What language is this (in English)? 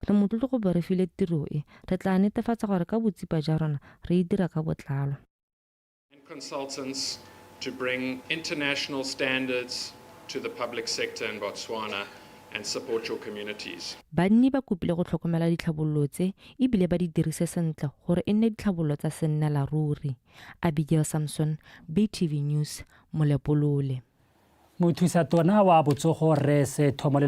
Tswana